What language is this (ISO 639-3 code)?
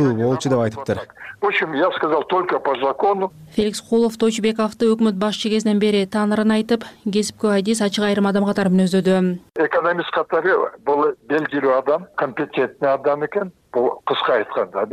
kir